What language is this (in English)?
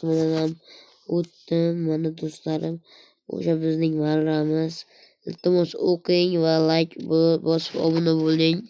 Uzbek